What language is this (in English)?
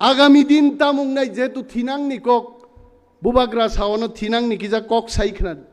Kok Borok